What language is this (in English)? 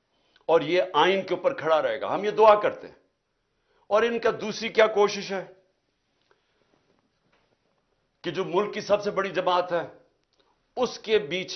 Urdu